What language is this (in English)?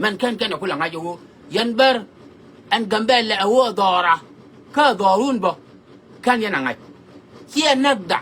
Nuer